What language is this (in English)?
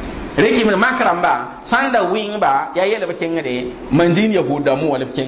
Mossi